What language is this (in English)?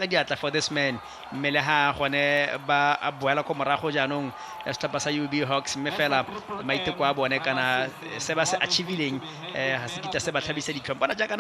Tswana